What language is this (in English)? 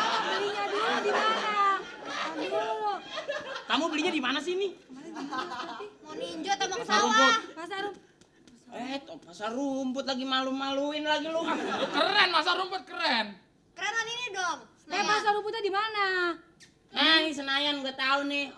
Betawi